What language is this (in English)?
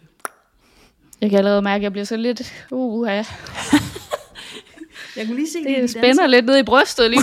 Danish